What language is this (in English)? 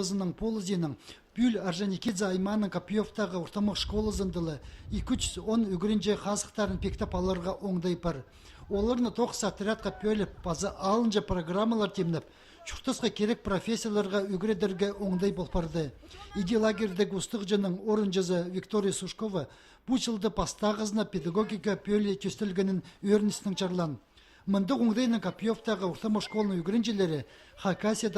Khakas